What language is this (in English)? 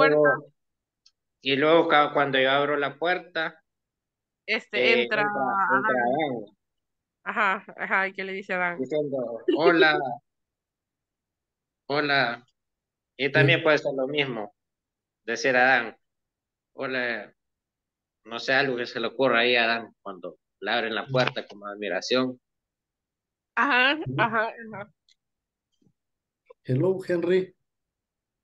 Spanish